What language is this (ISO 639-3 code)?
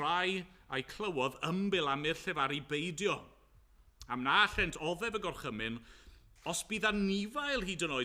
cym